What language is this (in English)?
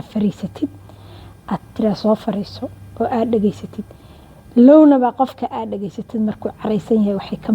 Somali